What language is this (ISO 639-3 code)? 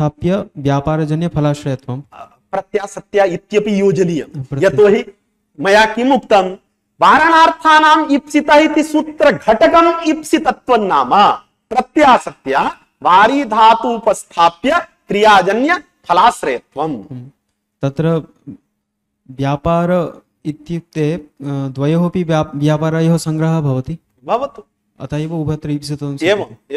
san